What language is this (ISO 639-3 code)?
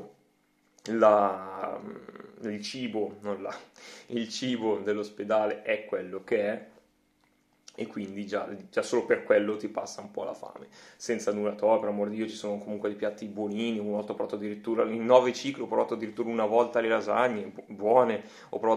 ita